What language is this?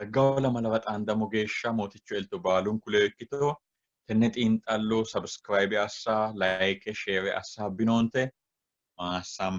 Sidamo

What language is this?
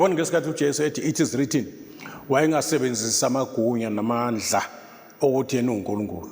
Zulu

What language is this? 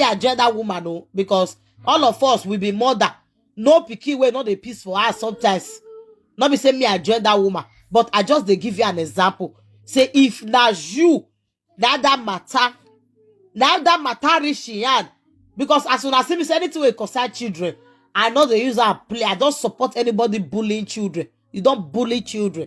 Nigerian Pidgin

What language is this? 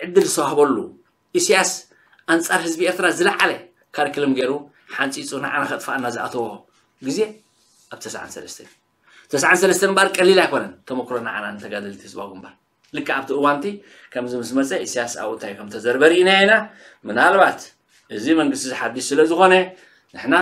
Tigrinya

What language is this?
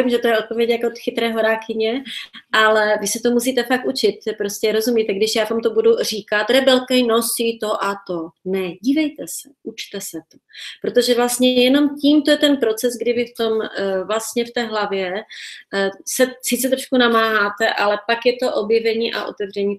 Czech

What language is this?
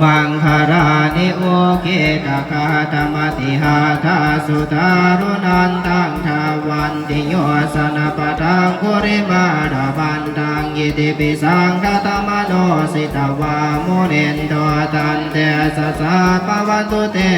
Pali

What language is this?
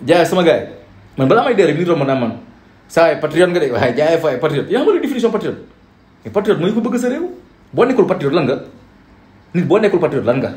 Wolof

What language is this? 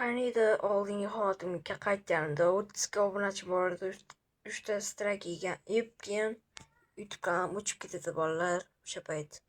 Uzbek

